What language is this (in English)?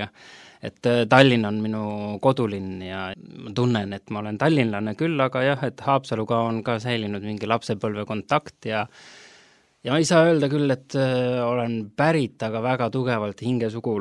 Estonian